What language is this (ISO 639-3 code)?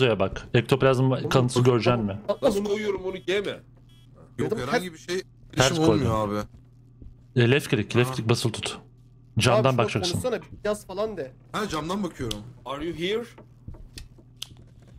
tur